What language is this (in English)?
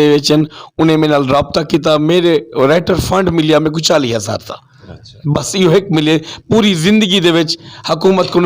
Saraiki